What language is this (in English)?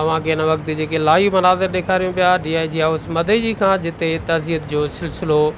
Sindhi